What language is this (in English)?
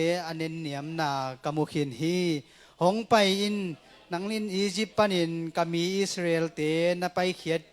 Tedim Chin